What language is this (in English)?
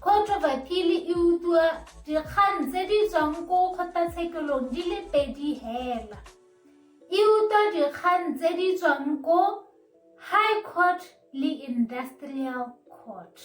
Tswana